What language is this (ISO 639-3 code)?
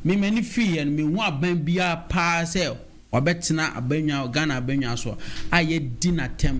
aka